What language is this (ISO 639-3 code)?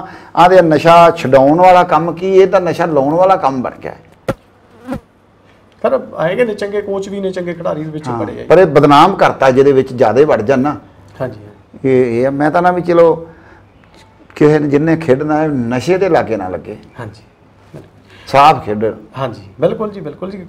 pan